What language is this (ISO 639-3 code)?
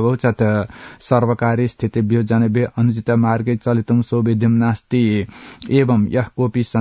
san